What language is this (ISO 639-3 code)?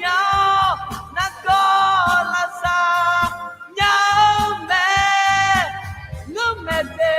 ahk